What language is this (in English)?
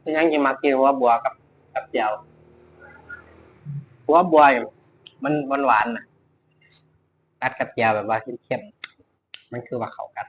Lao